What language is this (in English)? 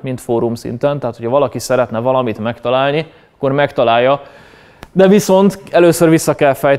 Hungarian